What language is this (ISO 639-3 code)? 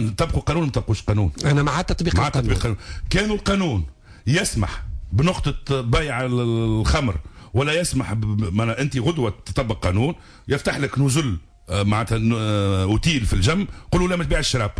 aeb